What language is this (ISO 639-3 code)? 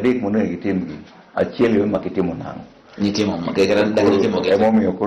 luo